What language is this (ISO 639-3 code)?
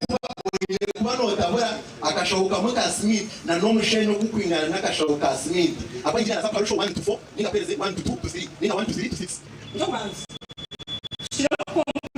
nyn